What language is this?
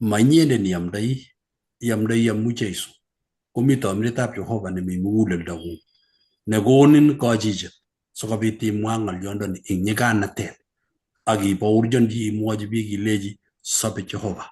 Kalenjin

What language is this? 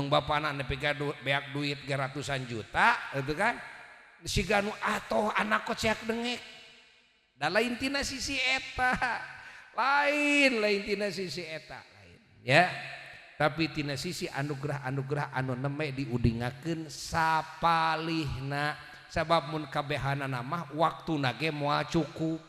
Sundanese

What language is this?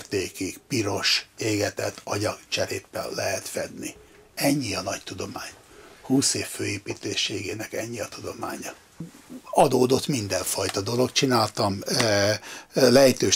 Hungarian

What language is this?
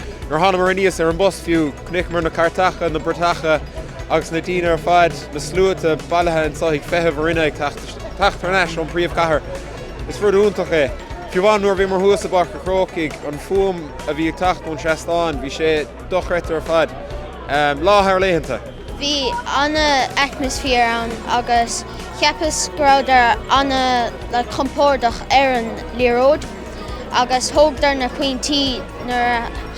Irish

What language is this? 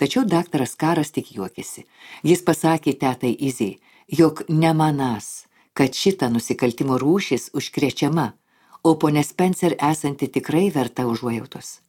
Lithuanian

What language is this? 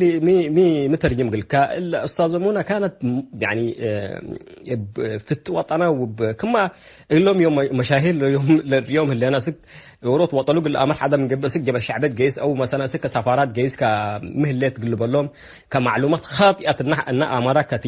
Tigre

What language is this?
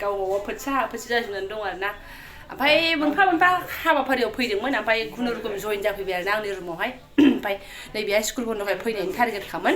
Bodo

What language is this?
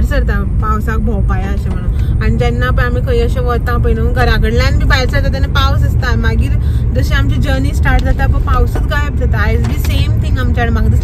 Konkani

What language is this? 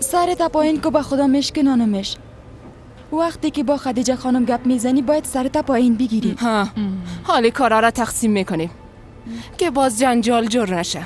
Persian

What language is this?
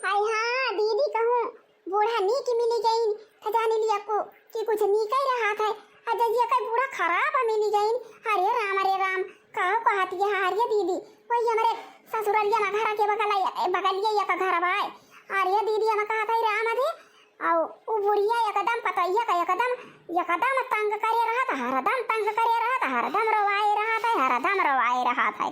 Awadhi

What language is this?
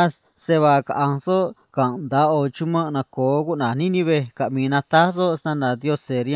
Copala Triqui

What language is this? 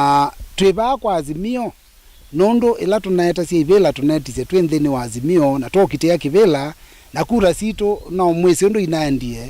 Kamba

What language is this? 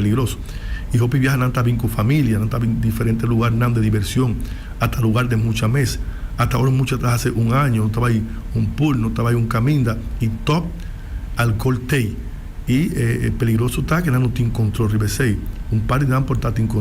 Papiamento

